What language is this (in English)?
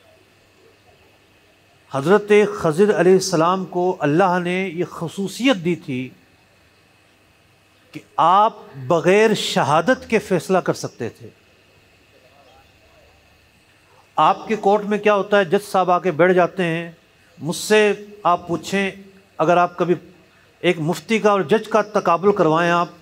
Urdu